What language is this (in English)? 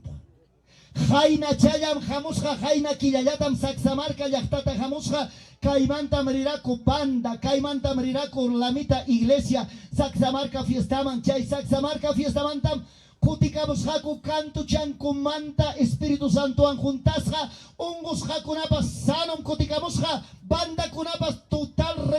Ayacucho Quechua